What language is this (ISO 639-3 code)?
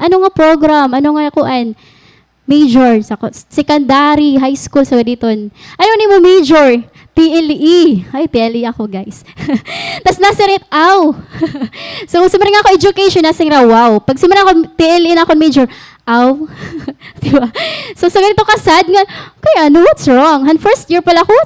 war